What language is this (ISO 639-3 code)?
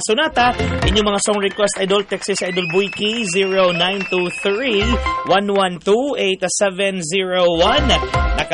ceb